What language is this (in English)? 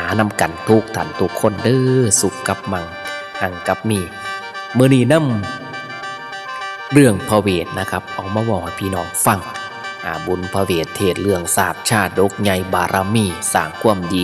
Northeastern Thai